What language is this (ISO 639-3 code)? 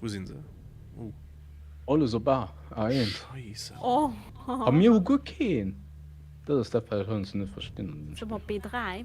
ltz